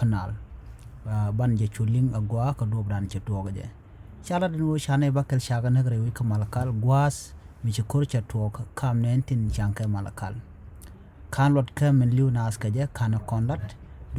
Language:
Nuer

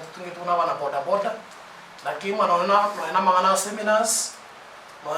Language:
Gusii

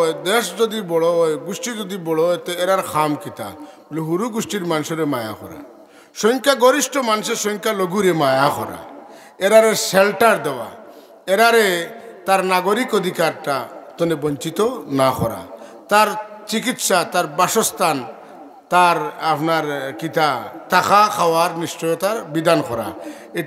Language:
Sylheti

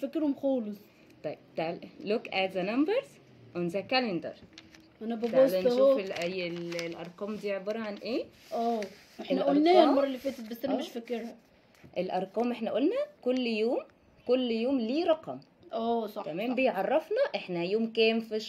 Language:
Egyptian Arabic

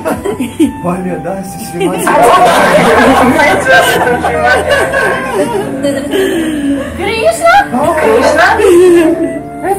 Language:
Russian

